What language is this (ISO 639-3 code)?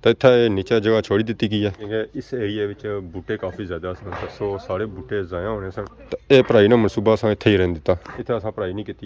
phr